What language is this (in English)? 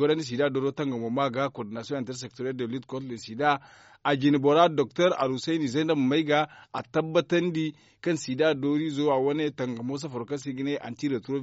Zarma